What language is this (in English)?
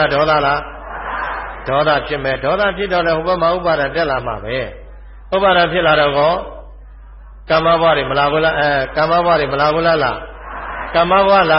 Burmese